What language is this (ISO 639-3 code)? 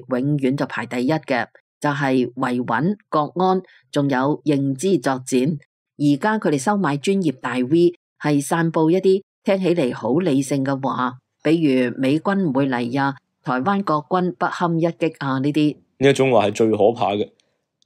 yue